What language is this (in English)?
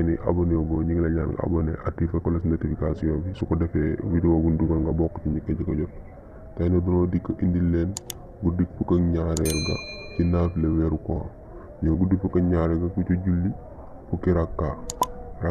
Wolof